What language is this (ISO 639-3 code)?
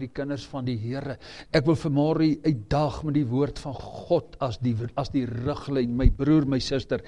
afr